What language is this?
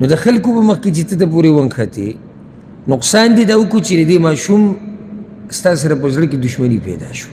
Pashto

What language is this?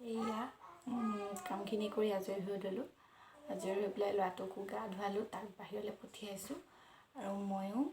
Assamese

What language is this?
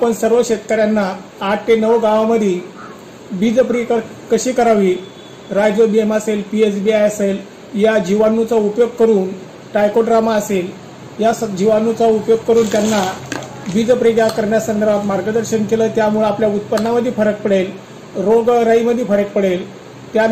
Marathi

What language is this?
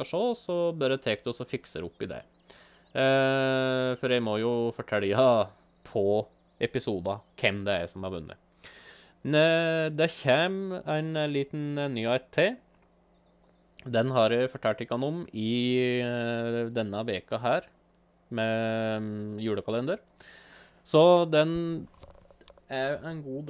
Norwegian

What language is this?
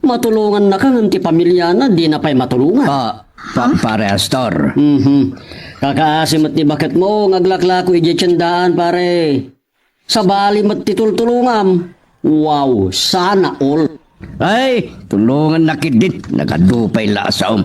Iloko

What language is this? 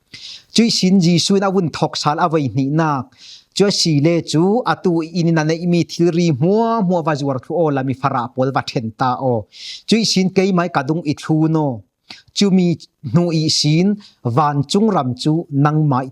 Falam Chin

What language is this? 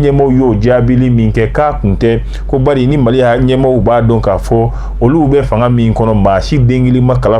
Bambara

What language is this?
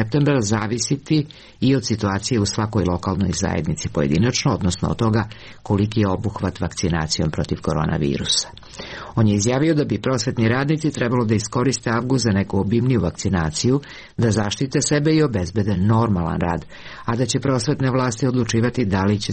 Serbian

